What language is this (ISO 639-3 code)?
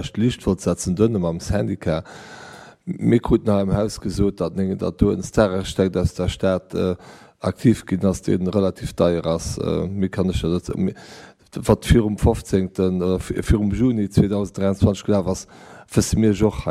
ltz